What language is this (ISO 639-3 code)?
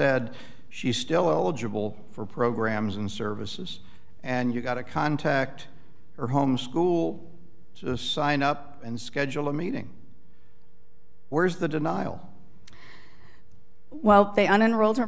eng